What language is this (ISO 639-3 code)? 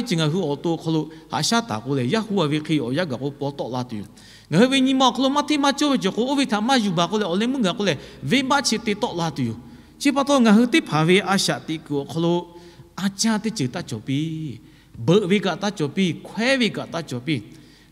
lhu